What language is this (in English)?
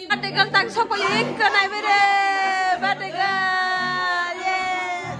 Kok Borok